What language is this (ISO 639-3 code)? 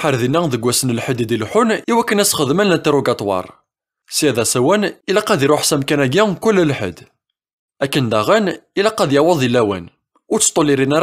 kab